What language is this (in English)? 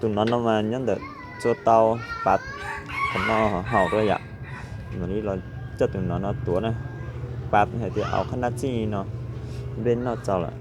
Hmong